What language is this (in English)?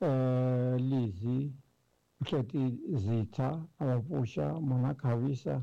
Tsonga